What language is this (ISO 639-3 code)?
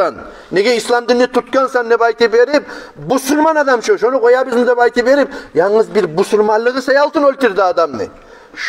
kum